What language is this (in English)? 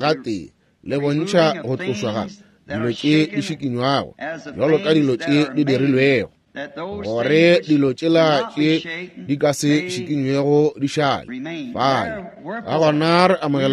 Northern Sotho